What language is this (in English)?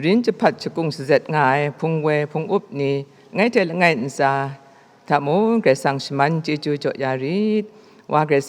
Kachin